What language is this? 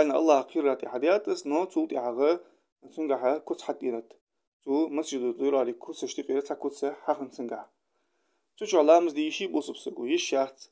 Ingush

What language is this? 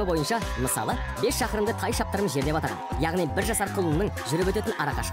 Kazakh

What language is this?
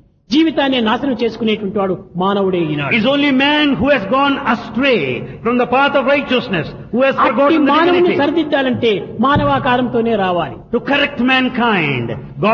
Telugu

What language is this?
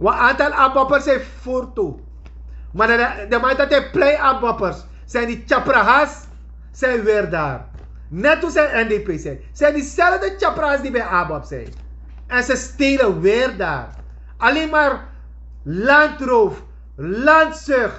Sranan Tongo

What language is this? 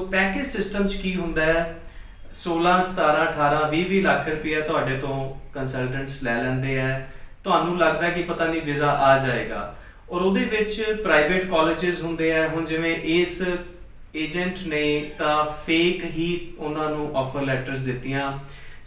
Punjabi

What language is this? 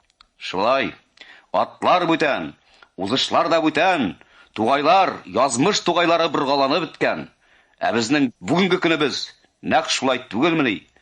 Tatar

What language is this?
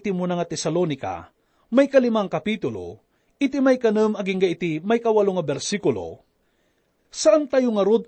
Iloko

